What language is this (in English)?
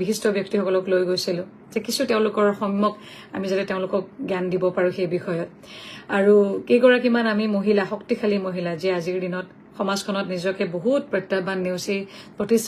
Assamese